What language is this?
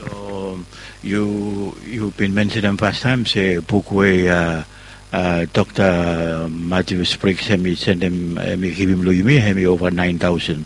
Bislama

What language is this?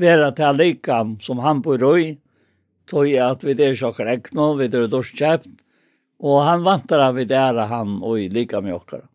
Faroese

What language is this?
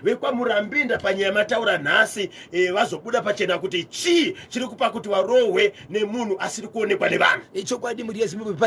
Shona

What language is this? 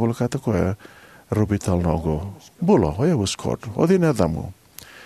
Fijian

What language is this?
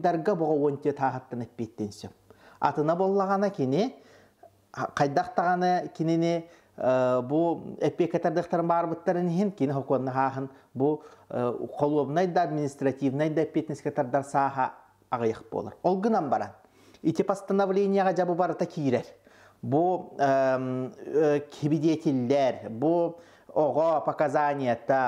Yakut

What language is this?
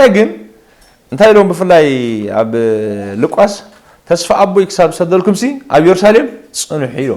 Tigrinya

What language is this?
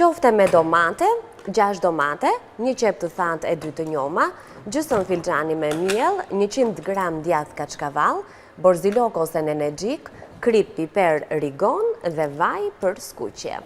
Albanian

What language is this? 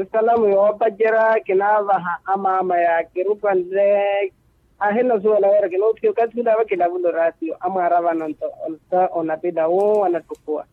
Makhuwa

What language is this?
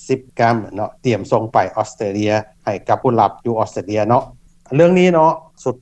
Lao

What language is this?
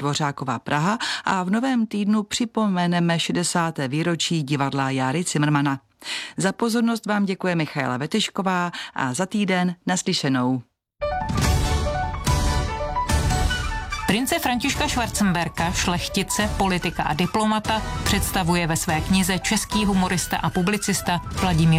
Czech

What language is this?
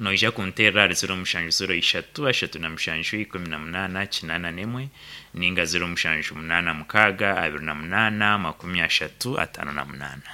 Nyankole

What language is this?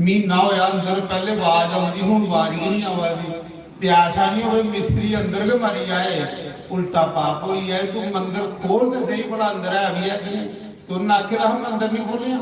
Dogri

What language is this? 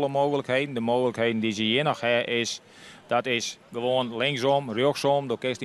Western Frisian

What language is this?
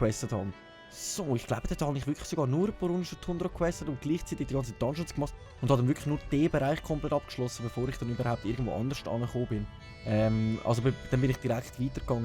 Swiss German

